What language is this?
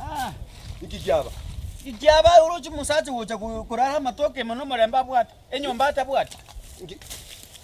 Gusii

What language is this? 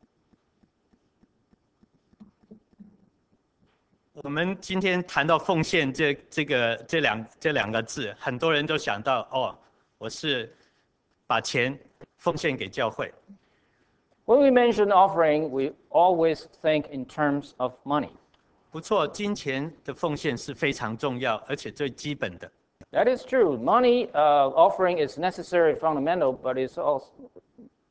Chinese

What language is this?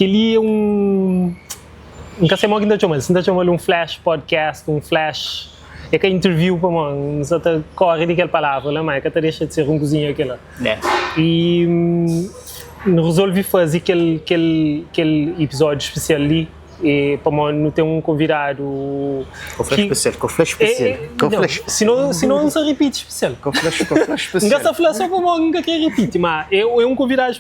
Kabuverdianu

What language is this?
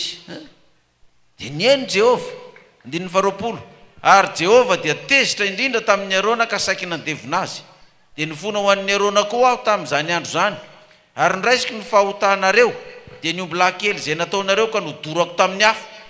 Malagasy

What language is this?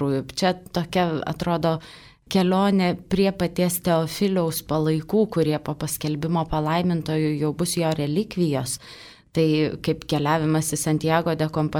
Lithuanian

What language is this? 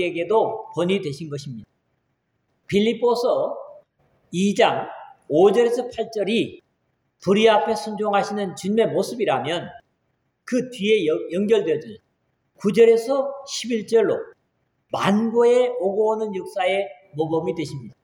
Korean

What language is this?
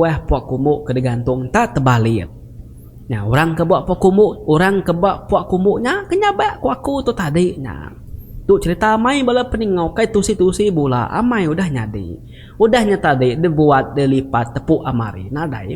Iban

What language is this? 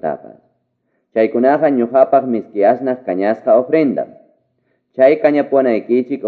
Quechua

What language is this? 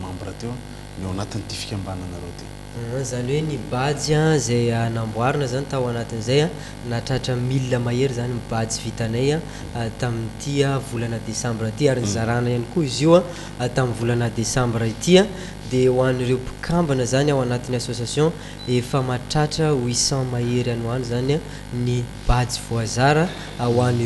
Malagasy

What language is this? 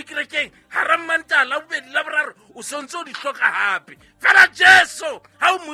Southern Sotho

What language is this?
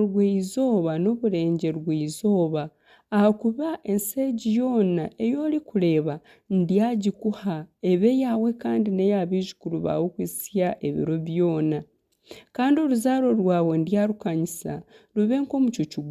Nyankole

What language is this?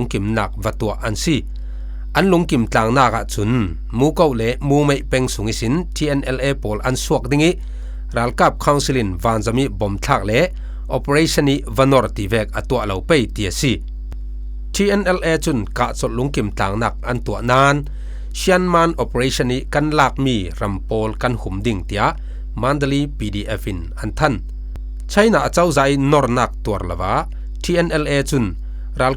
Falam Chin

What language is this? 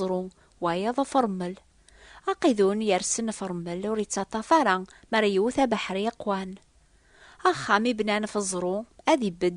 Kabyle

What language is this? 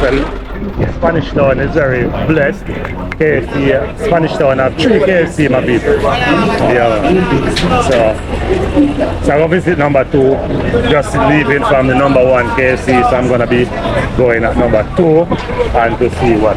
Jamaican Creole English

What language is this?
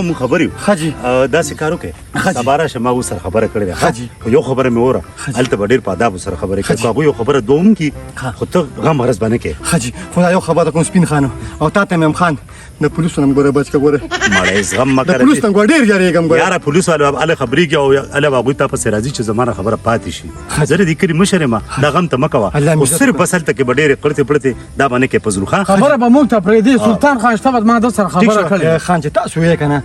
Pashto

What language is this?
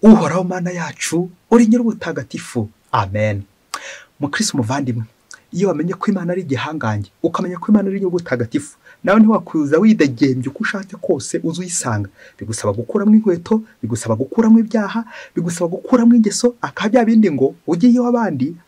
Kinyarwanda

